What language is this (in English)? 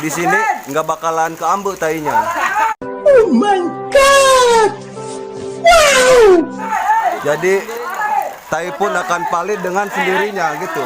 Sundanese